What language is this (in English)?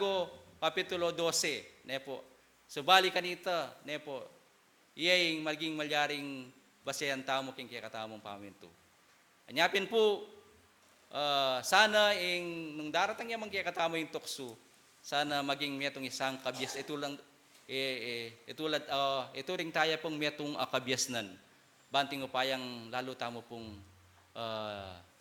Pampanga